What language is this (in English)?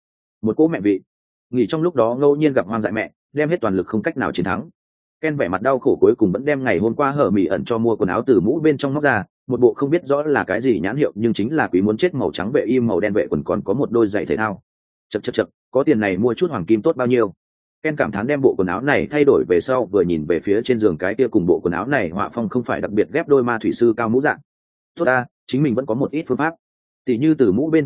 Vietnamese